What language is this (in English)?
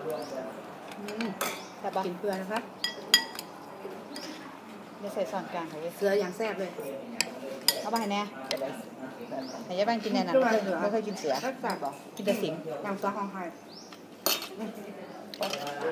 Thai